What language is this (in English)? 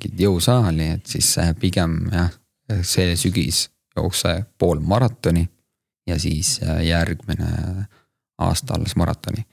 Estonian